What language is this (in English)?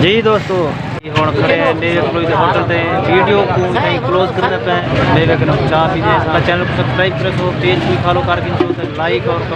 Saraiki